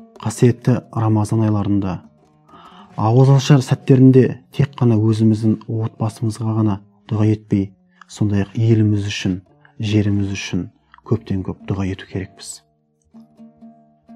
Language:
Kazakh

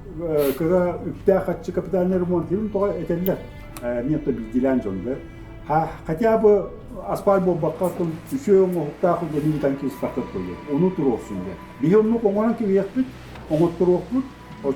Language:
Yakut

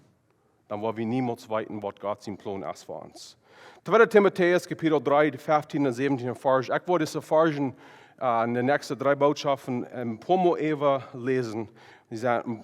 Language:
Plautdietsch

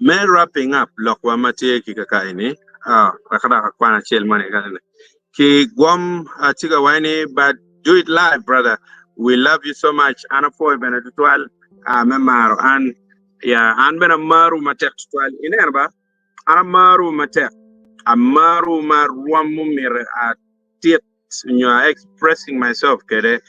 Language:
Acoli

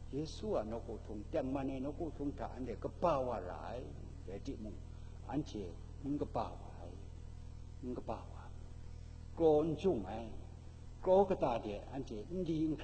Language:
Kachin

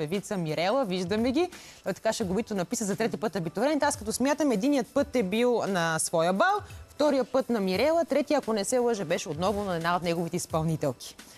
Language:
Bulgarian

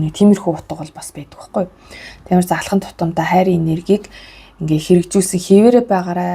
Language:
Mongolian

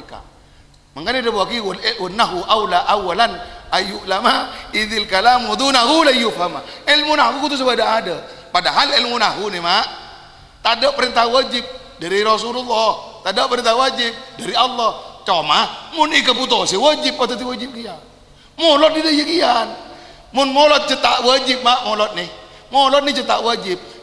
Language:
Madurese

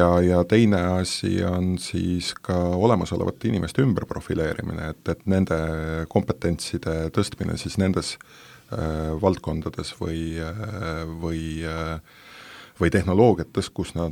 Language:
Estonian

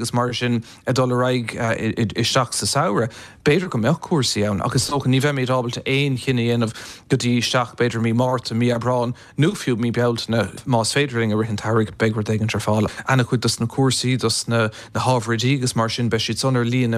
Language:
Irish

